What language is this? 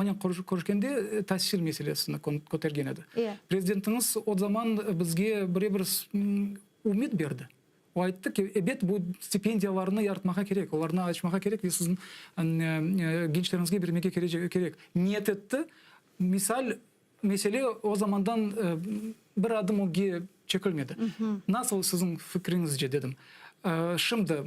Crimean Tatar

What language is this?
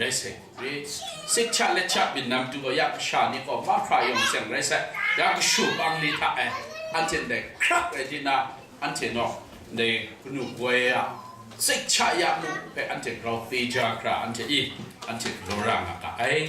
Kachin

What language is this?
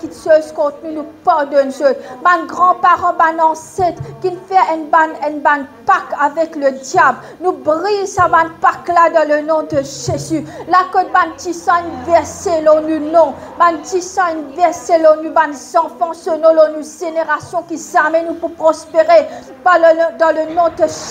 Morisyen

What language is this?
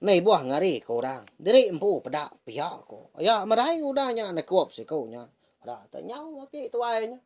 Iban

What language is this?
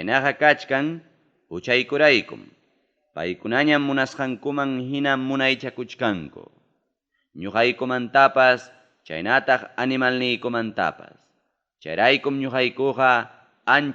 Ayacucho Quechua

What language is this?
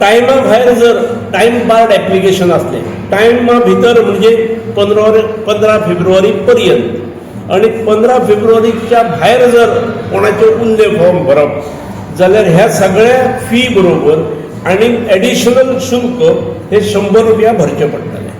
Konkani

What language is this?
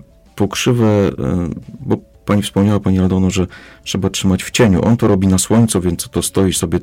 Polish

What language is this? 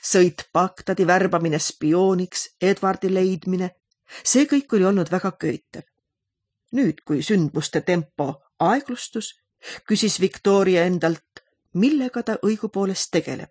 Estonian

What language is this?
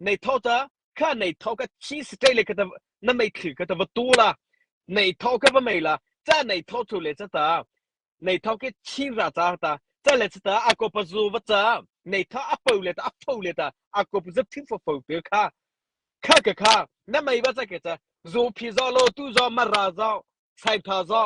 Hakha Chin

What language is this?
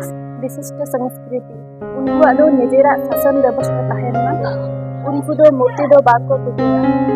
Santali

